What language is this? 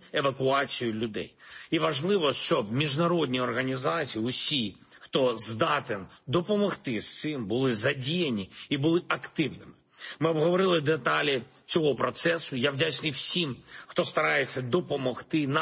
Ukrainian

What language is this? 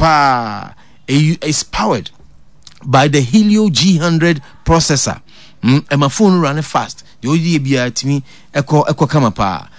Akan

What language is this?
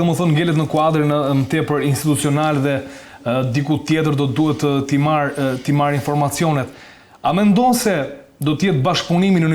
Albanian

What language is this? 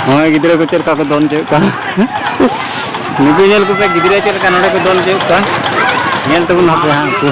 Santali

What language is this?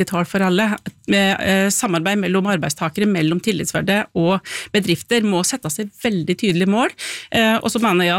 Norwegian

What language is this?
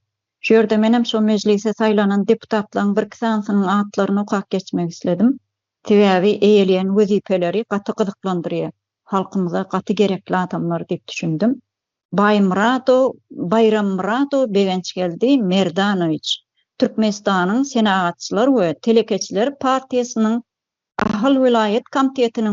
Turkmen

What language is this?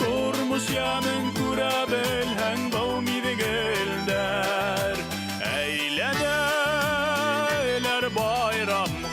Bashkir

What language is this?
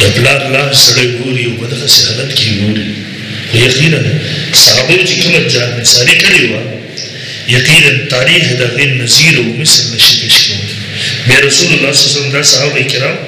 Pashto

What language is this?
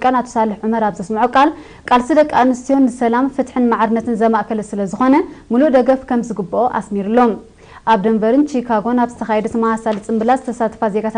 Tigrinya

